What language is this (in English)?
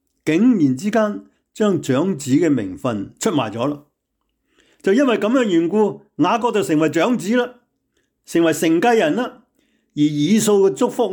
Cantonese